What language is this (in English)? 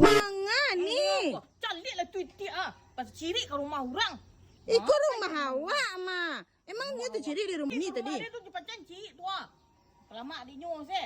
Minangkabau